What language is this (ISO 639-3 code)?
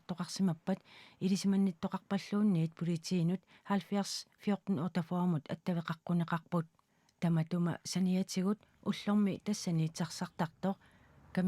kal